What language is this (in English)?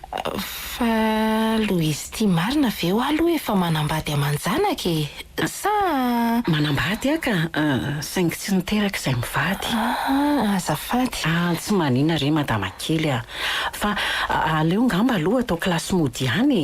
Malagasy